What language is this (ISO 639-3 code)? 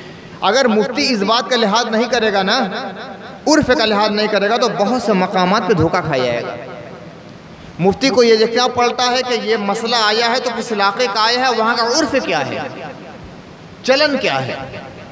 urd